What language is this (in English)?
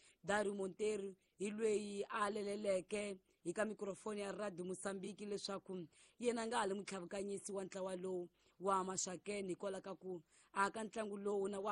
Tsonga